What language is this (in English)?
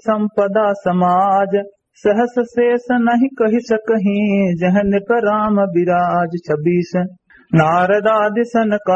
Awadhi